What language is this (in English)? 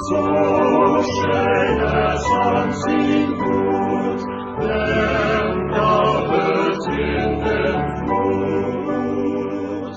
Plautdietsch